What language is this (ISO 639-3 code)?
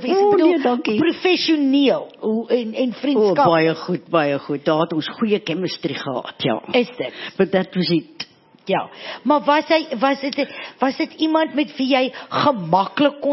afr